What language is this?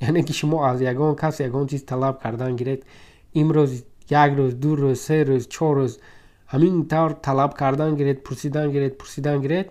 Tajik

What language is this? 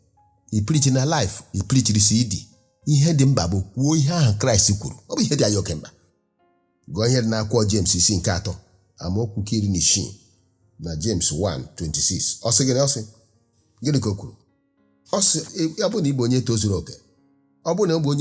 Igbo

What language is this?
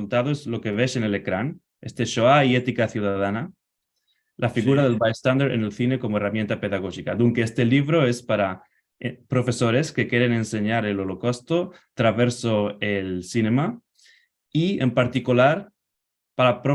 Ladino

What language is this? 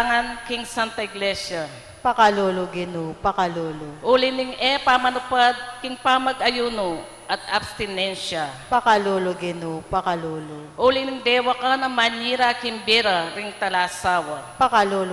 Pampanga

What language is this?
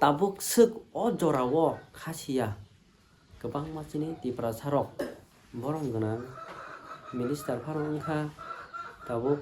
Kok Borok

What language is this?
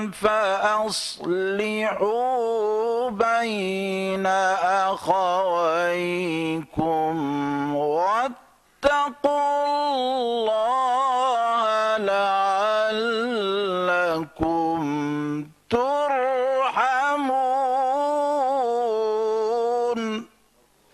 Arabic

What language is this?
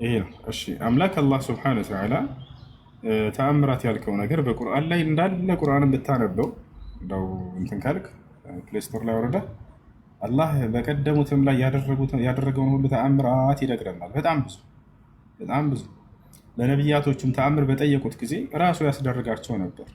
Amharic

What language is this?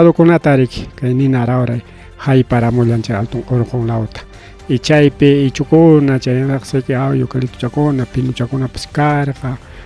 Ayacucho Quechua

